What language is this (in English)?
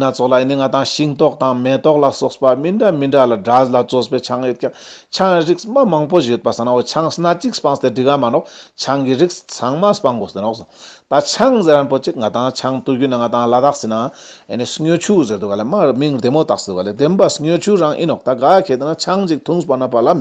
Ladakhi